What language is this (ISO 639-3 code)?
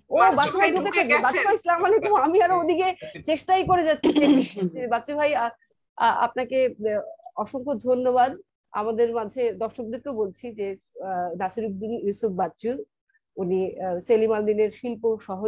ben